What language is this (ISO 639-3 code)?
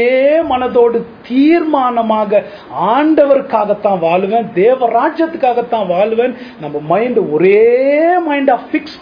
tam